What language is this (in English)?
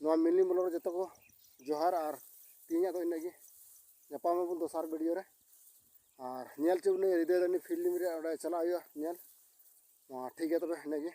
Santali